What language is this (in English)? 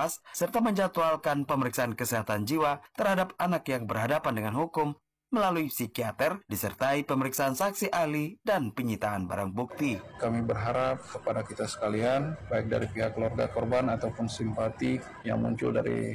Indonesian